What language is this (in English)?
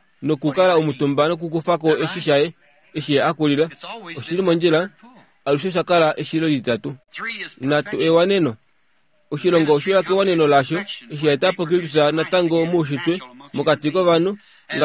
Kuanyama